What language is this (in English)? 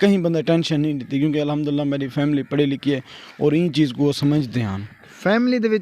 Saraiki